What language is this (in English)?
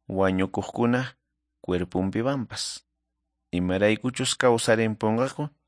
Quechua